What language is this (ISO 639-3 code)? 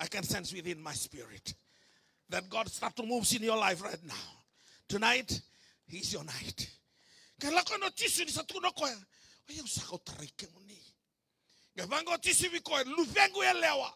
fij